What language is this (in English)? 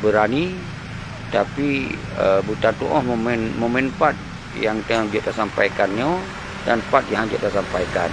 Achinese